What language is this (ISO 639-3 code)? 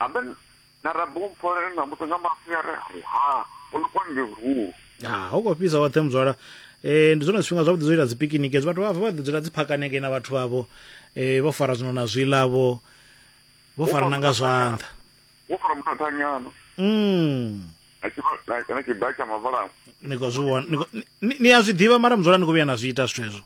ven